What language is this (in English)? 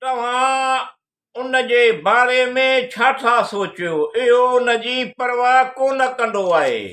Sindhi